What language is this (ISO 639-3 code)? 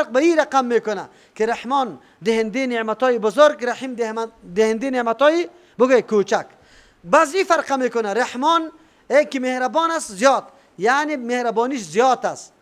fas